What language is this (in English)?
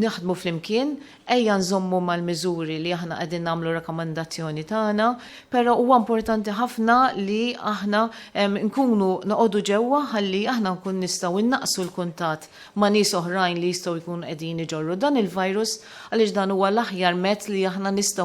Maltese